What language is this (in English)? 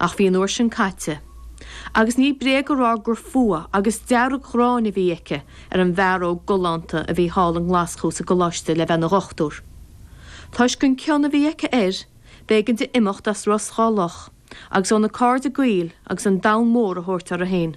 Irish